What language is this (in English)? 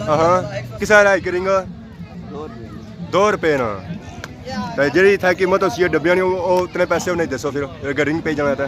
Pahari-Potwari